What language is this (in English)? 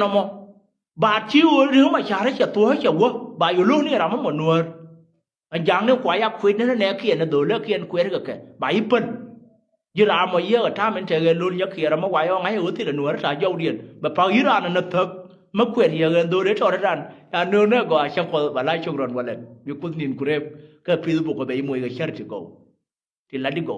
Nuer